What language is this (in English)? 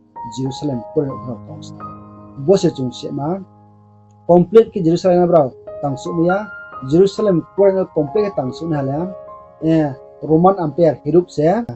Riang (India)